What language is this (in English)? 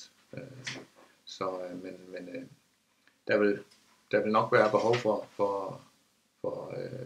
Danish